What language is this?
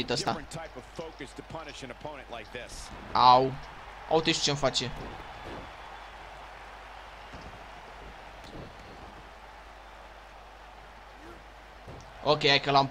Romanian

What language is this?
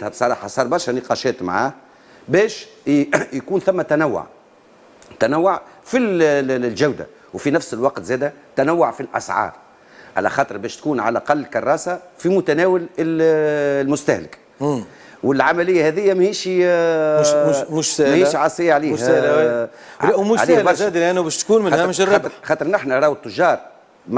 Tunisian Arabic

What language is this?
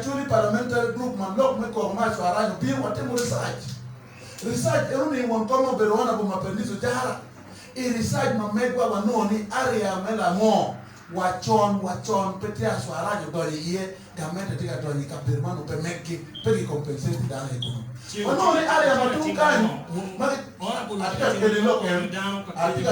Acoli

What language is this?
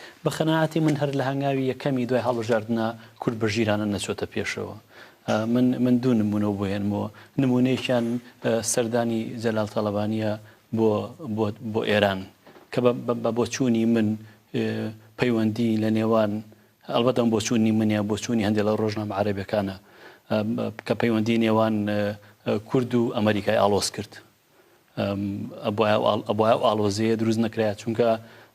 Central Kurdish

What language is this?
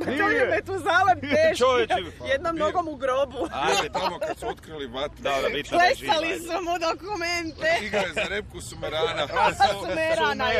Croatian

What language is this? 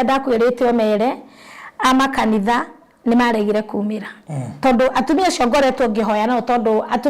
Kikuyu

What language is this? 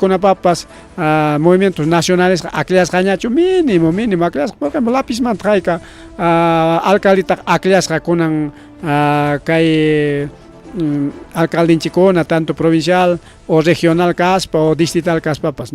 Ayacucho Quechua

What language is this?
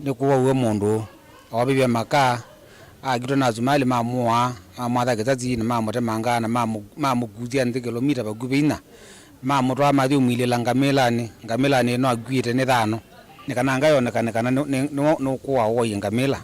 Kamba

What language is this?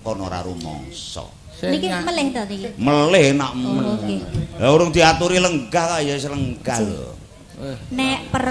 Javanese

